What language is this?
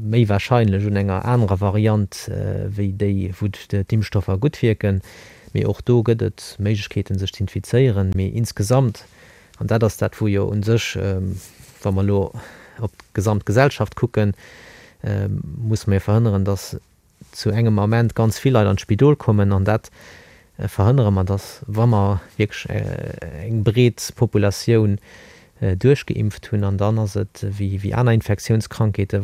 Luxembourgish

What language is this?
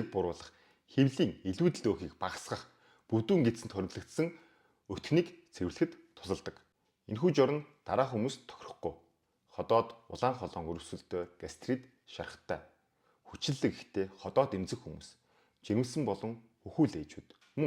Mongolian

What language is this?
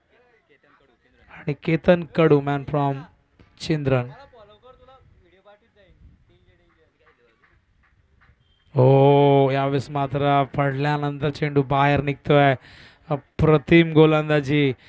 Marathi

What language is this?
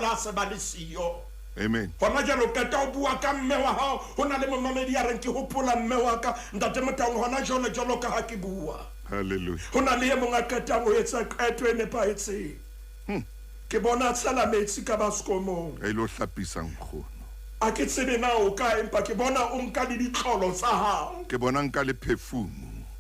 Southern Sotho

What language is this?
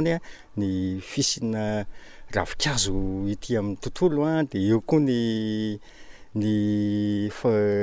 Malagasy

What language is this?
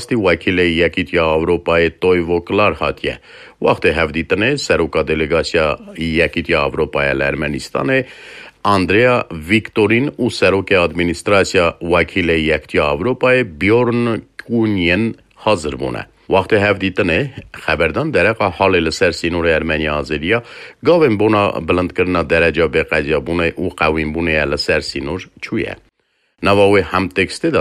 Kurdish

